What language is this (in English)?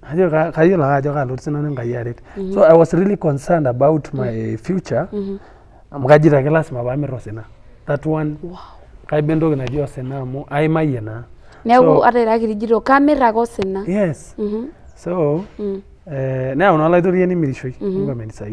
Masai